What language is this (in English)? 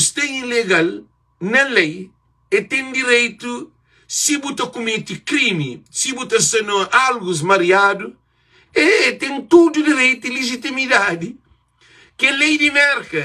Kabuverdianu